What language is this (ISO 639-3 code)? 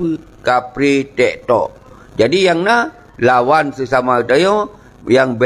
ace